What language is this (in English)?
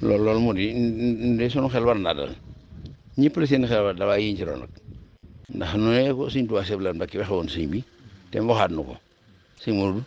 Wolof